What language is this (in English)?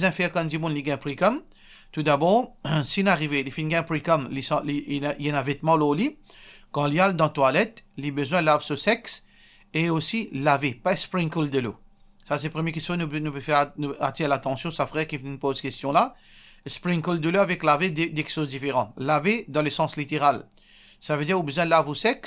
Morisyen